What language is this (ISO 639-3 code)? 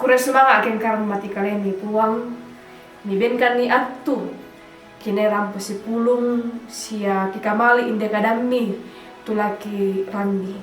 sda